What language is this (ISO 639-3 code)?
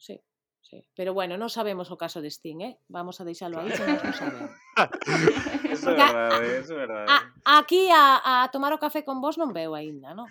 glg